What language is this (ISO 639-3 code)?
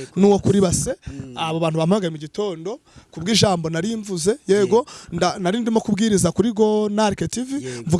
kin